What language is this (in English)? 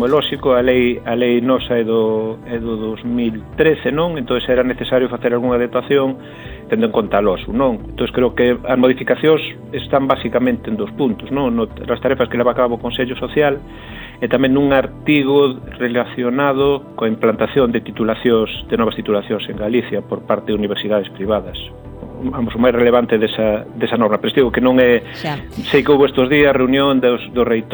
Galician